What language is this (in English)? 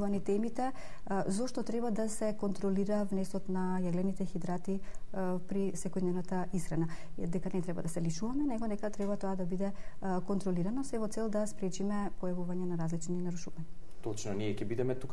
Macedonian